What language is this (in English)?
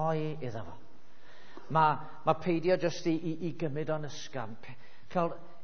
Welsh